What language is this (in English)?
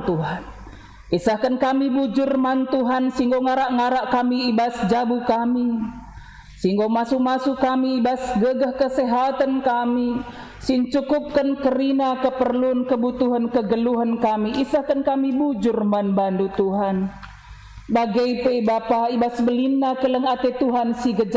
Batak Karo